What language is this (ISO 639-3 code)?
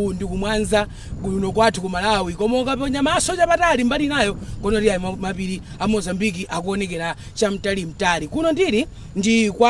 nya